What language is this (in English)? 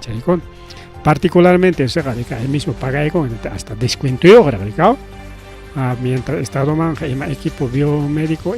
Ayacucho Quechua